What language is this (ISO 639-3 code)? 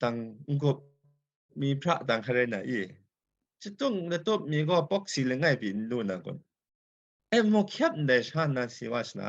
kac